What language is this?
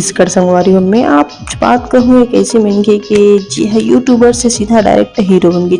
Chhattisgarhi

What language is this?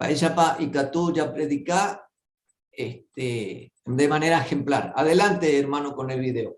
Guarani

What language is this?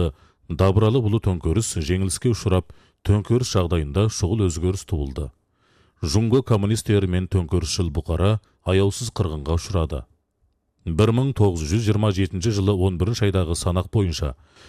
Kazakh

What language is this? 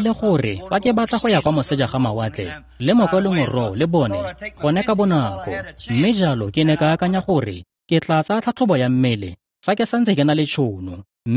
Tswana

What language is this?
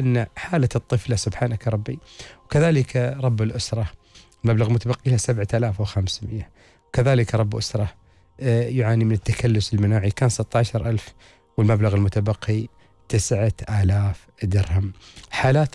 Arabic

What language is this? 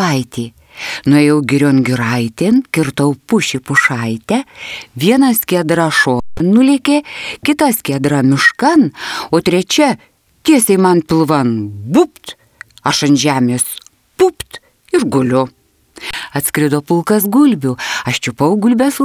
Lithuanian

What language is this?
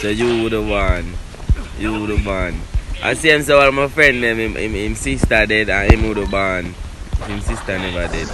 Jamaican Creole English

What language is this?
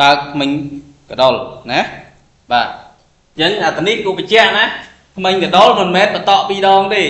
Khmer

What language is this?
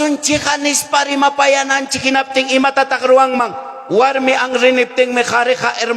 Ayacucho Quechua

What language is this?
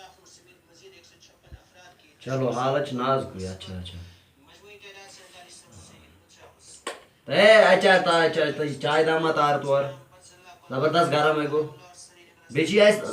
Kashmiri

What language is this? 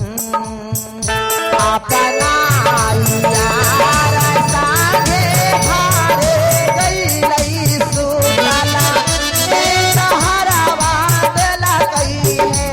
Magahi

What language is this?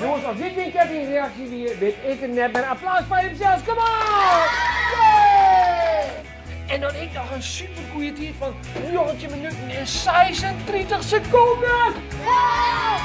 Western Frisian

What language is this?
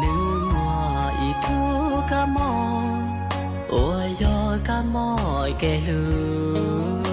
Hmong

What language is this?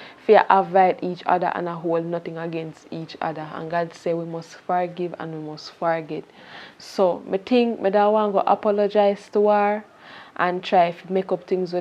Jamaican Creole English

